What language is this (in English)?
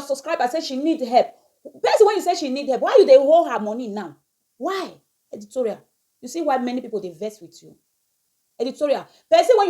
Nigerian Pidgin